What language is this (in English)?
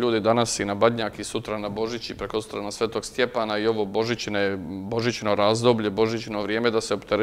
Croatian